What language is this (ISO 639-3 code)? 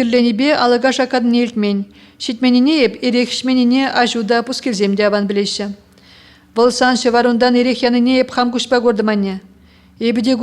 chv